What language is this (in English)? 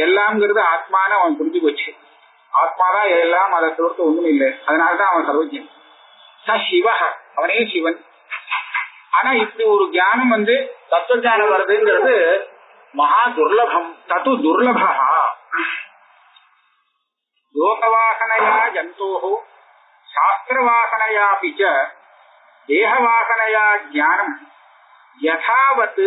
Tamil